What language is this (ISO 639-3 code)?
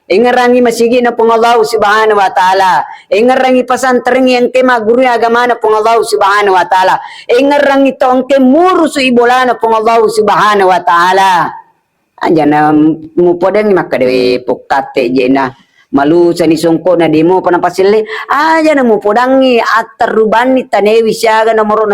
bug